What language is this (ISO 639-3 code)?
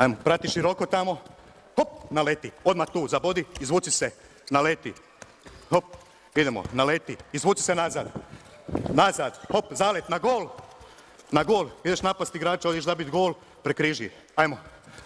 hrv